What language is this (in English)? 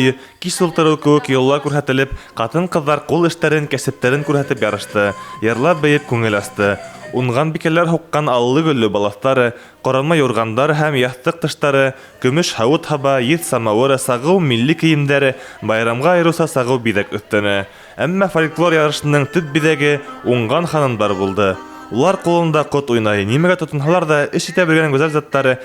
Bashkir